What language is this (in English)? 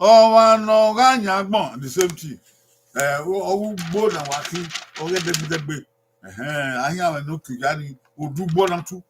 Bini